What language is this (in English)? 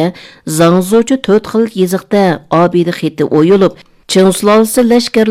Uyghur